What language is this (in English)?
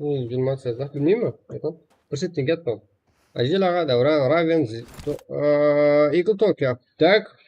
Kara-Kalpak